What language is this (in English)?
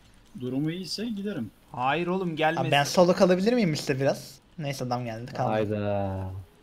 Turkish